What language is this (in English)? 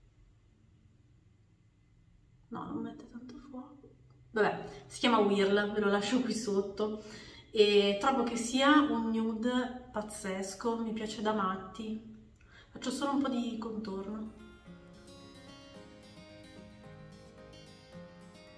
Italian